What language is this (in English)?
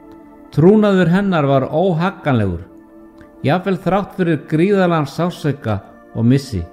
Icelandic